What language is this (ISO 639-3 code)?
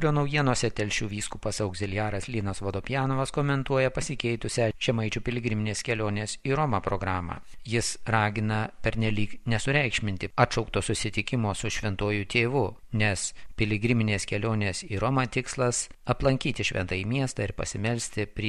lit